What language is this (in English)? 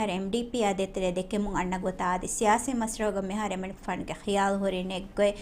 Divehi